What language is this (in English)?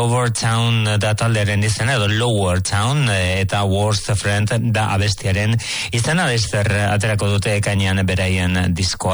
Basque